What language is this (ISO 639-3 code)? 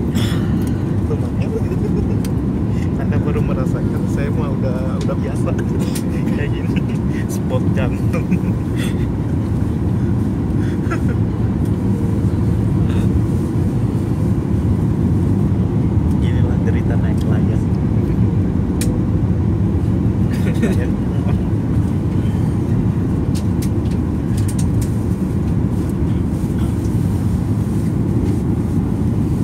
ind